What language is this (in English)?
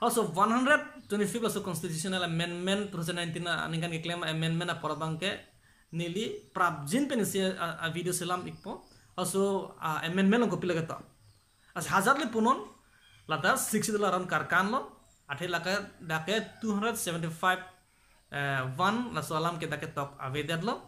Karbi